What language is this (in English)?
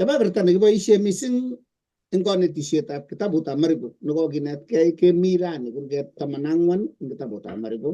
Kalenjin